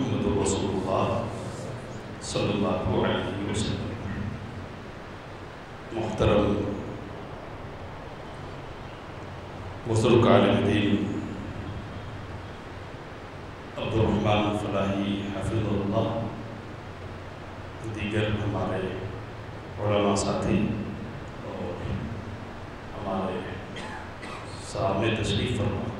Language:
Urdu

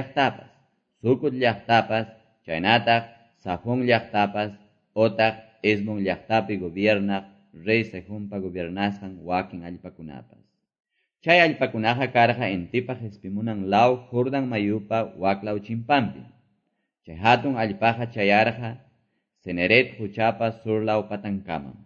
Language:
Quechua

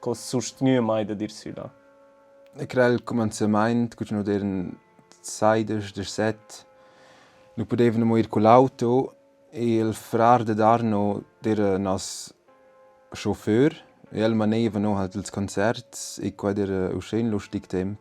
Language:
Romansh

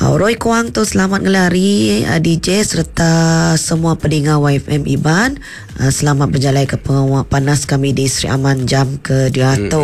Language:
Iban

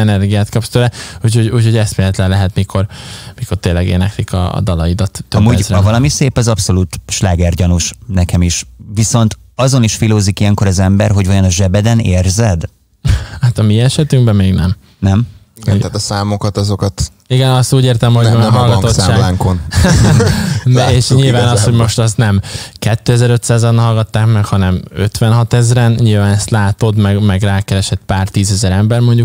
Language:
Hungarian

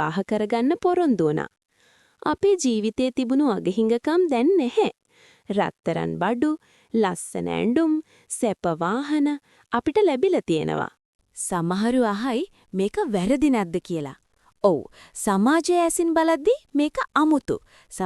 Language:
Sinhala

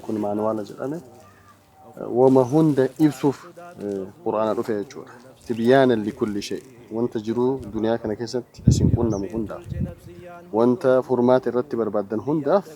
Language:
Oromo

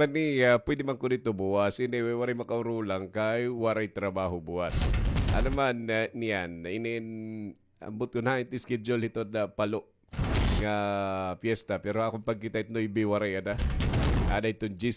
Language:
Waray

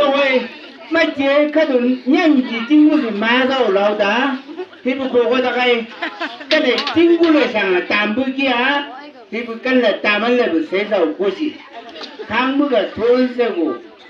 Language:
Chang Naga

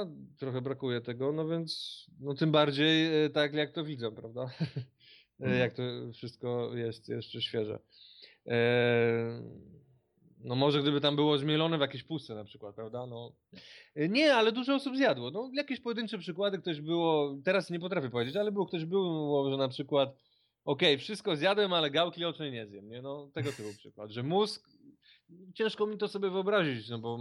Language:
Polish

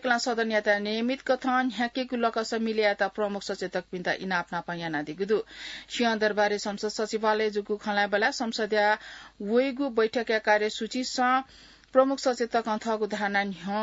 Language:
Newari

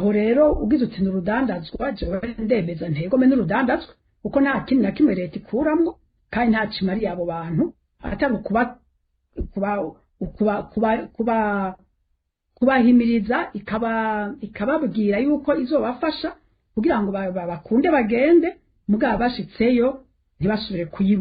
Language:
Rundi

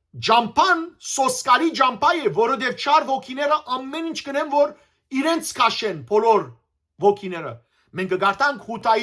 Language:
Western Armenian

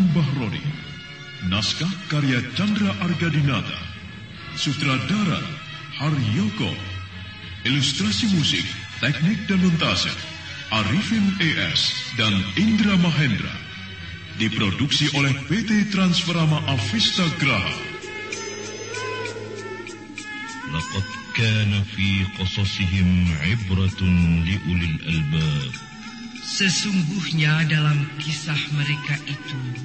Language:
Indonesian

